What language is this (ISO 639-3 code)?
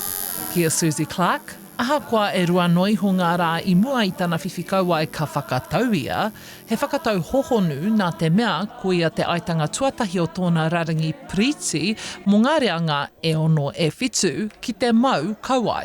mri